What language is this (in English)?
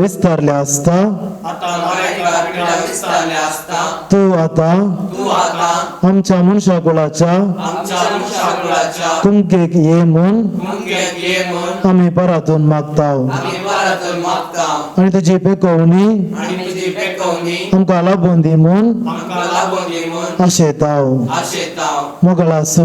Konkani